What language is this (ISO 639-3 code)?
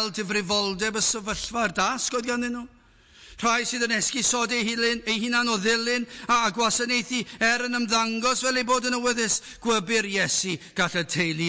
cym